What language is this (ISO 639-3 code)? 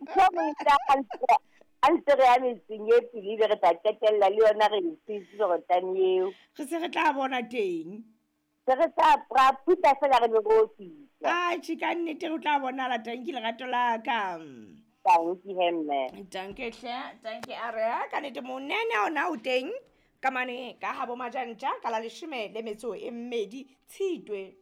sot